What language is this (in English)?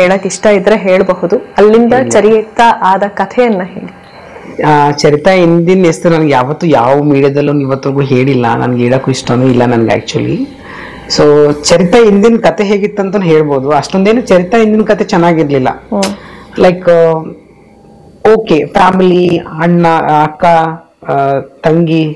Kannada